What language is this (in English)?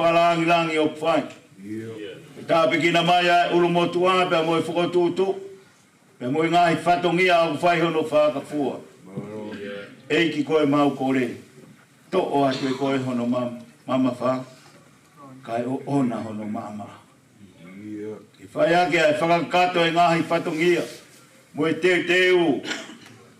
Tongan